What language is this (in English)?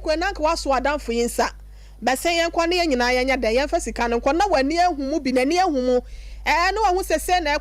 Akan